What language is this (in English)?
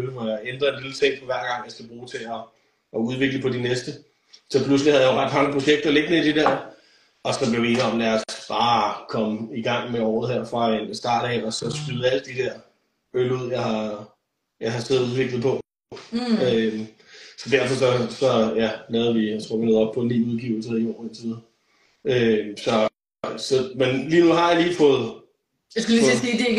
Danish